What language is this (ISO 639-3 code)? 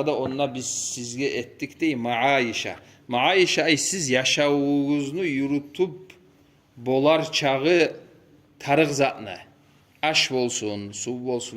kum